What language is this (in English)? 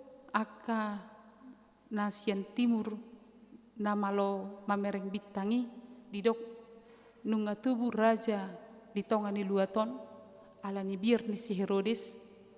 Batak Toba